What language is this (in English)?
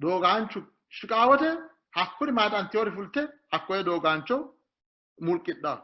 Sidamo